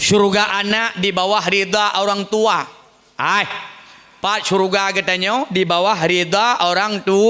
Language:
Achinese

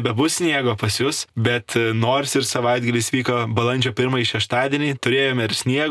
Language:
Lithuanian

